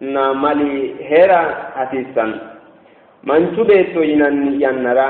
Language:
Sidamo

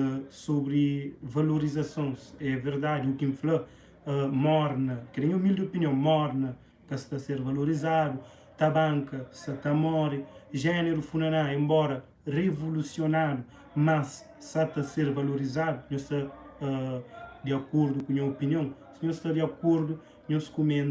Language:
Kabuverdianu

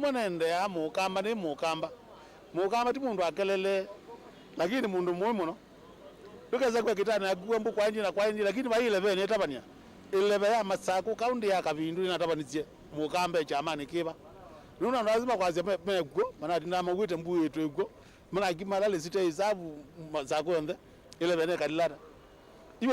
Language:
Kamba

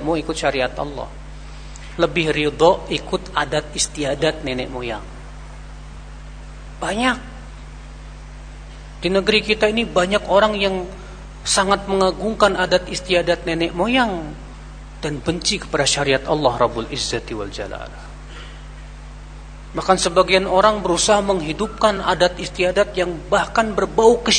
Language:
Indonesian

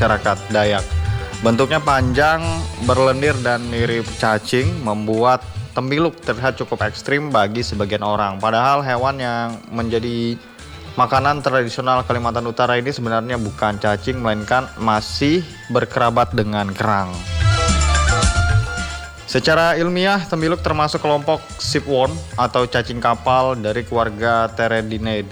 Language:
Indonesian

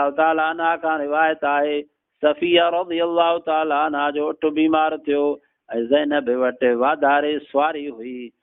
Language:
Sindhi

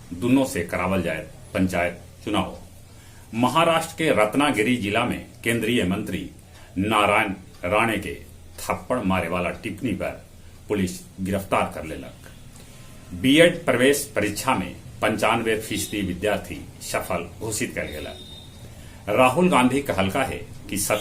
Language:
Magahi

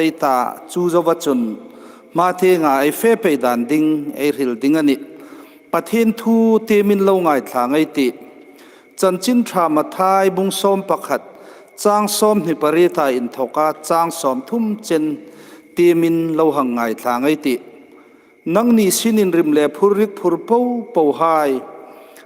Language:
Hmar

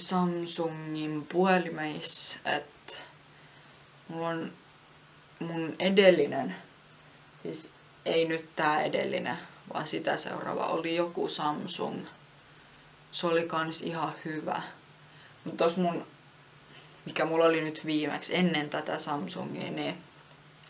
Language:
Finnish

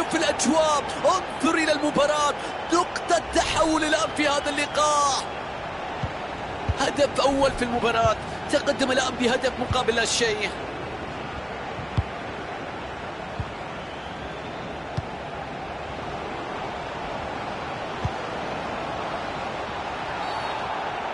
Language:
Arabic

